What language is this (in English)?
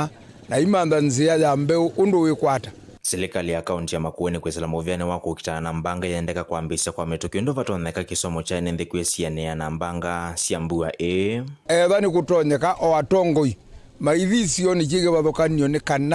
Kamba